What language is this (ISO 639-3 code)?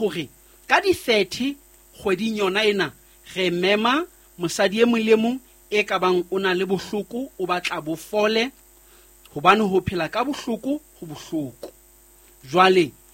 sot